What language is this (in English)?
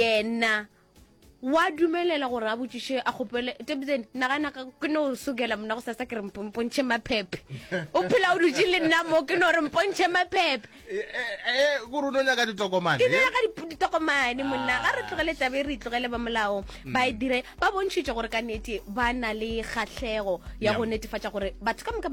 Northern Sotho